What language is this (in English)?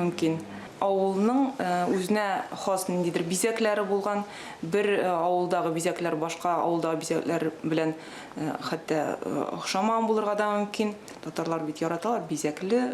Tatar